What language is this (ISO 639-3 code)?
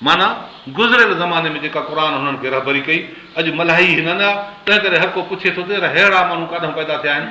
snd